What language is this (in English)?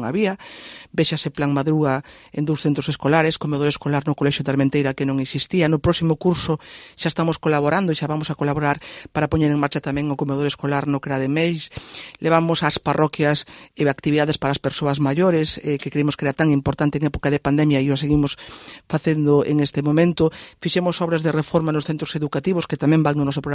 Galician